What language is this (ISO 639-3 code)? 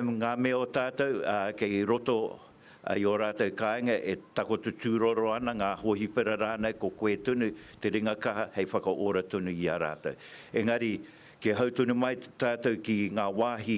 mri